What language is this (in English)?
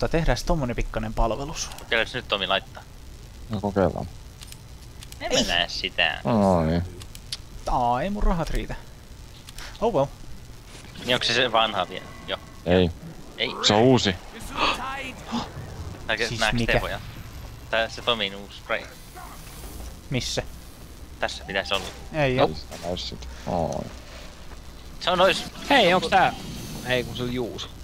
Finnish